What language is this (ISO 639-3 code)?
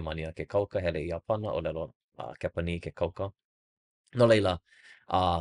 haw